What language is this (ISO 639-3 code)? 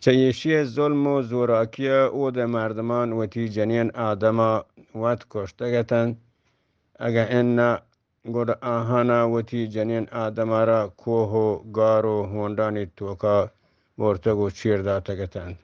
bgp